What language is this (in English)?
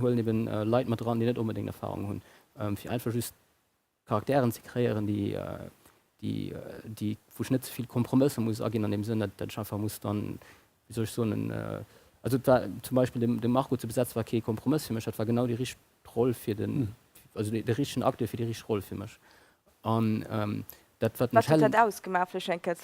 Luxembourgish